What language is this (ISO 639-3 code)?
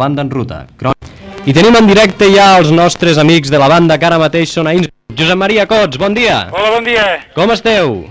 cat